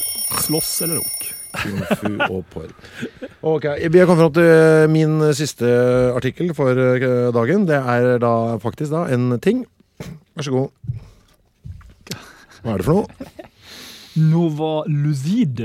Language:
Norwegian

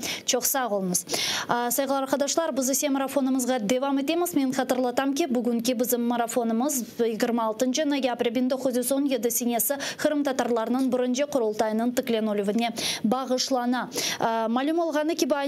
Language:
Crimean Tatar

